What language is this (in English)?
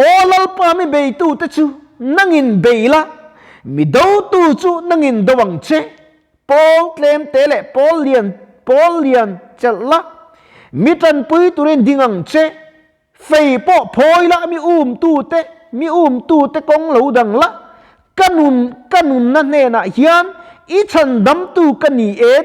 Mizo